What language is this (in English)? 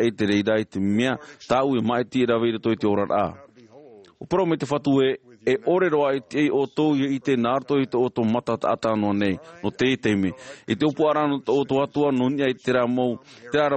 Tahitian